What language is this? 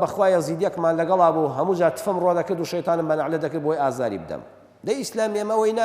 Central Kurdish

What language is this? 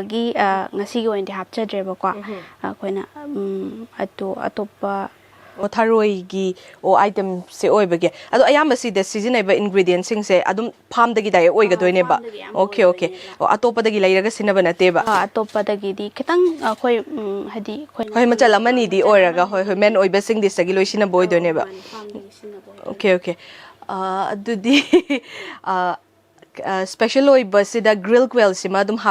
Manipuri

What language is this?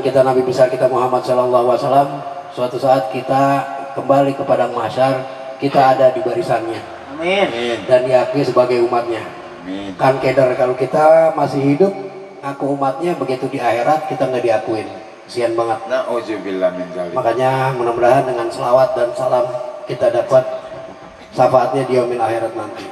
Betawi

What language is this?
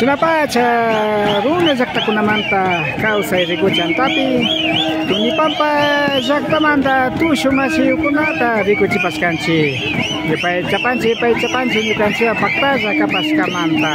Imbabura Highland Quichua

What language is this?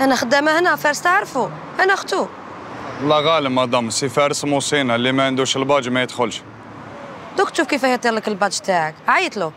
Algerian Arabic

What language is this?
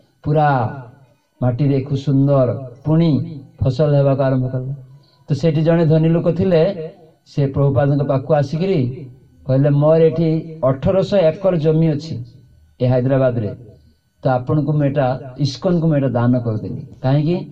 Odia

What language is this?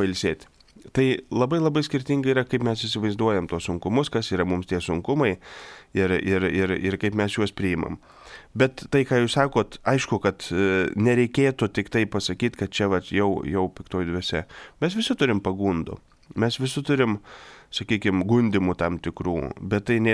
Lithuanian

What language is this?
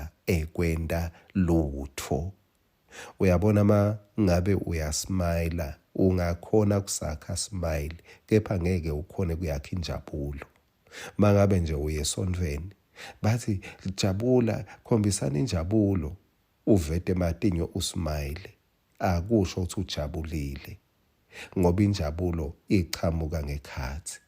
Swati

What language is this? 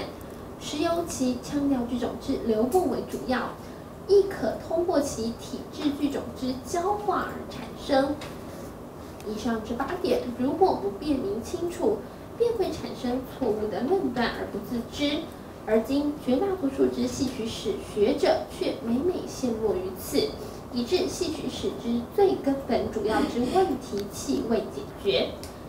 Chinese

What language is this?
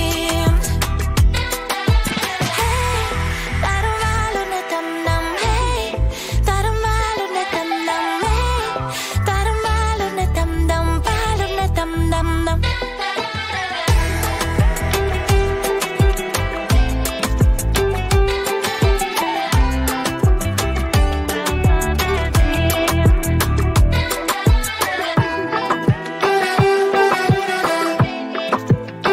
Romanian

